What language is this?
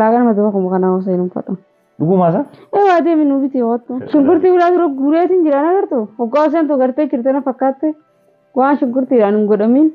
Oromo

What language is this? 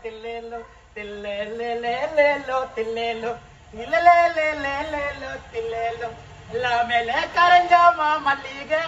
Malayalam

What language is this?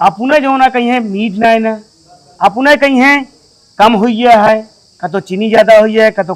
Awadhi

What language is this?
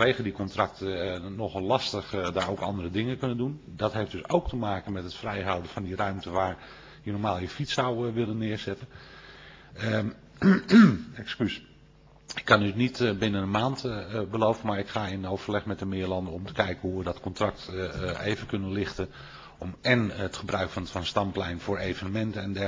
Dutch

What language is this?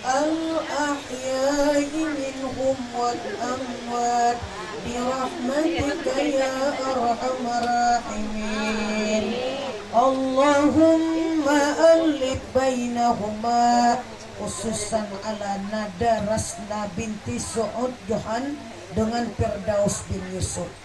Banjar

